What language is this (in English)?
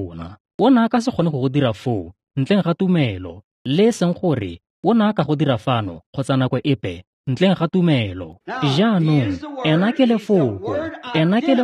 Tswana